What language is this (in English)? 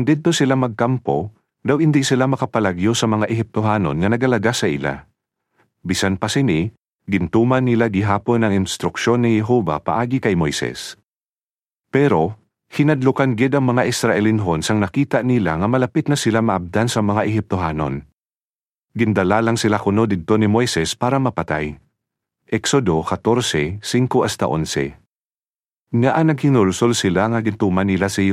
Hiligaynon